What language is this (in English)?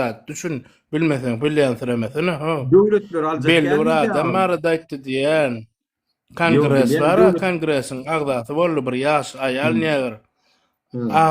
Turkmen